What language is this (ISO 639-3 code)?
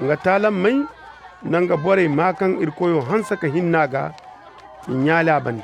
ses